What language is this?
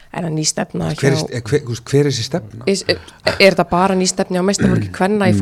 Icelandic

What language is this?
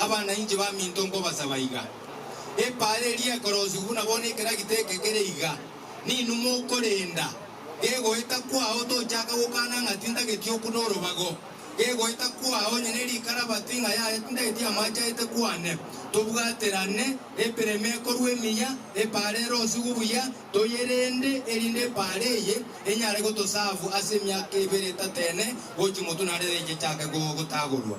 Gusii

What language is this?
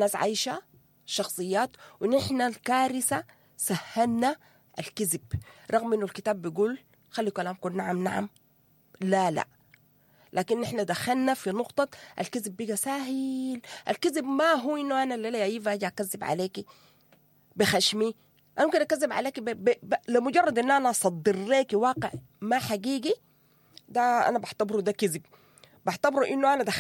Sudanese Arabic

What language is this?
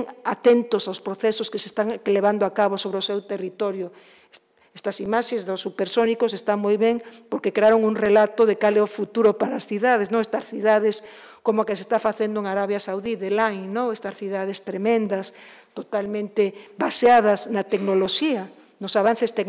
Galician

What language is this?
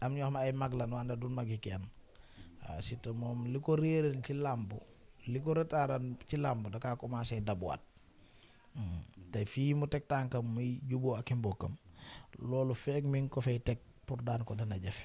Wolof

